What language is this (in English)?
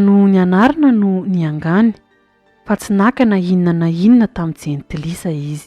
Malagasy